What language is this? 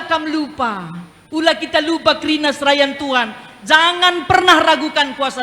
Batak Karo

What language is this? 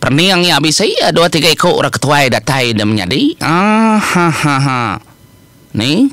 Iban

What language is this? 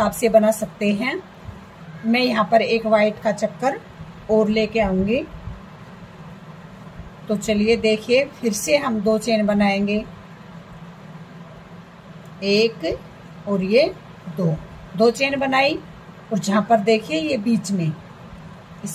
Hindi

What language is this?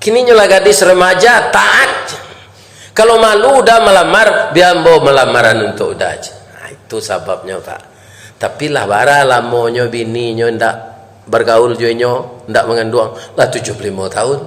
Minangkabau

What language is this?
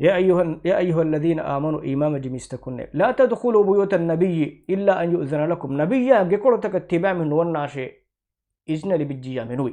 Divehi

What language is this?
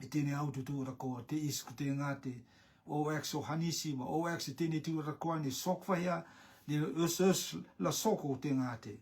Rotuman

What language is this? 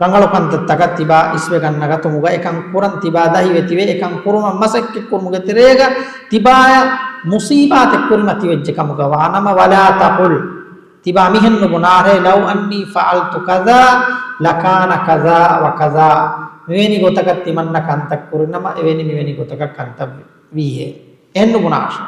Divehi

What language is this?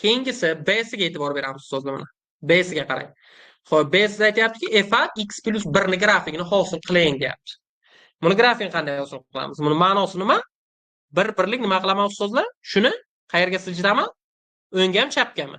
Uzbek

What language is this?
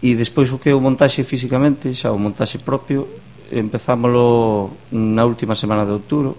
Galician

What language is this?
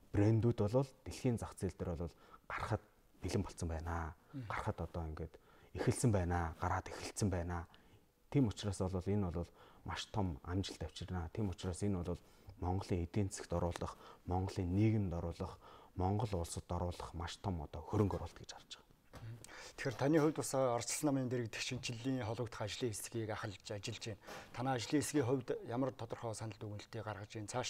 Mongolian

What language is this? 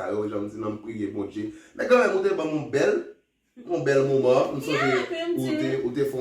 Haitian Creole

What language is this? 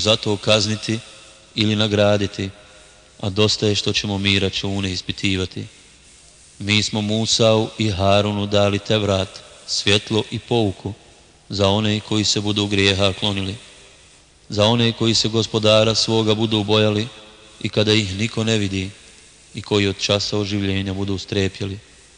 Bosnian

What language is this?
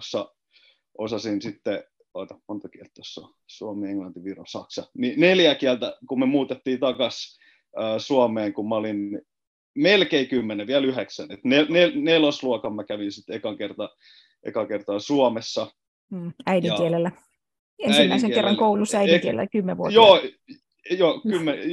Finnish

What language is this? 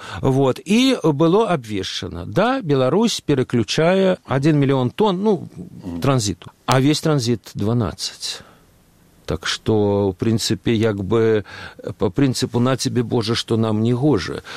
Belarusian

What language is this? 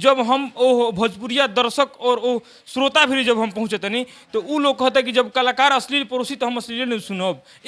Bhojpuri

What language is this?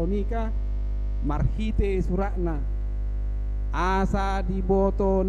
Batak Toba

